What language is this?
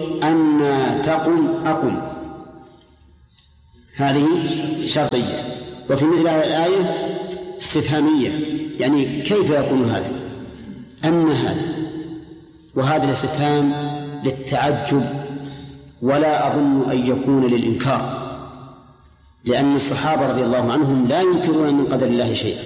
Arabic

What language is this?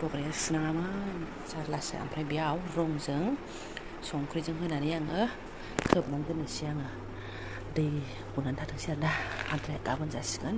Bodo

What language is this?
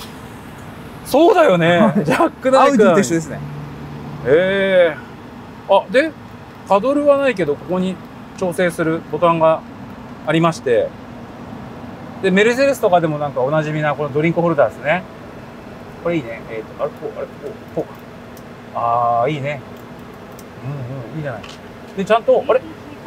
Japanese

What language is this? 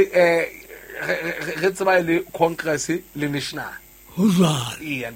Southern Sotho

